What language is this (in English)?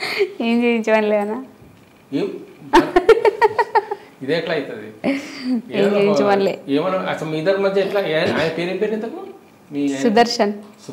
Telugu